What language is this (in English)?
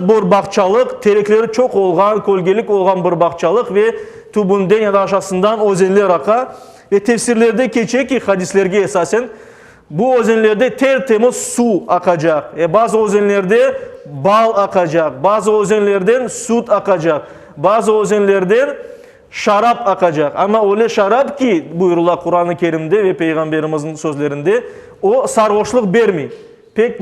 Crimean Tatar